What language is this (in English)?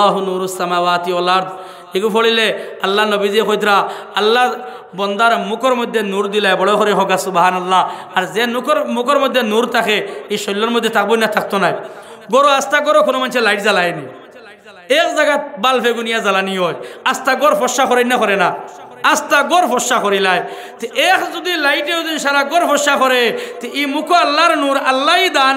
Sylheti